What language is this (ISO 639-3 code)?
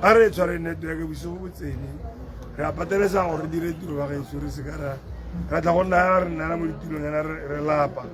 tsn